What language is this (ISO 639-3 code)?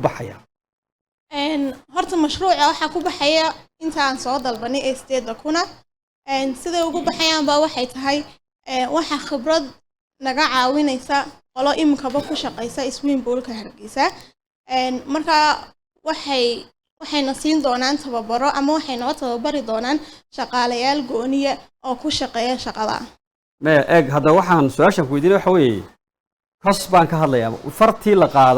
som